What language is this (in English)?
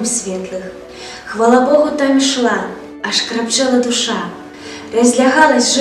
Belarusian